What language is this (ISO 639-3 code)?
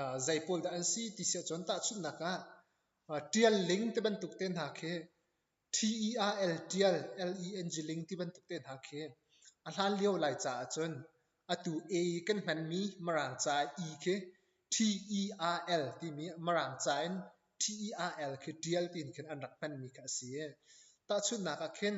cnh